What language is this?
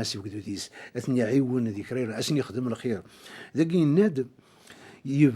Kabyle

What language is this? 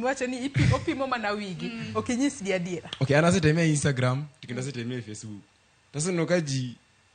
Luo (Kenya and Tanzania)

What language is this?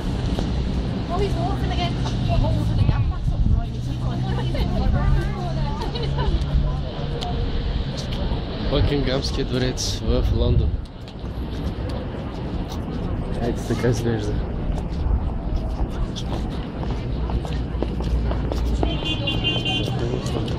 Bulgarian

